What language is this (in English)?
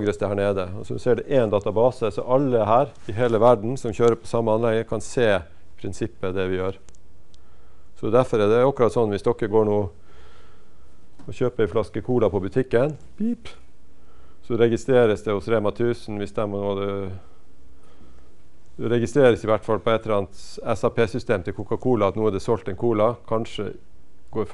Norwegian